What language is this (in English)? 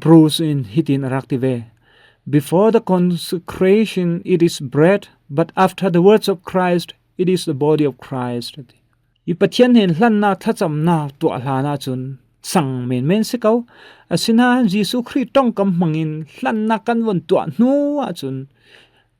Falam Chin